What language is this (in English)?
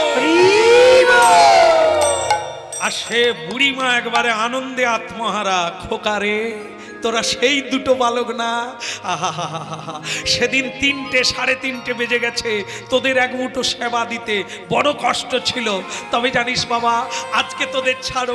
Bangla